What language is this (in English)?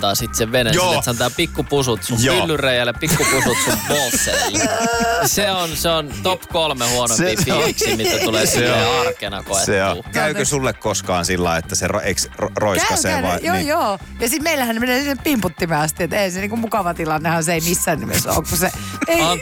Finnish